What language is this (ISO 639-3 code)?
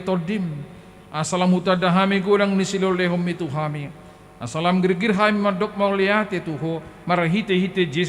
bbc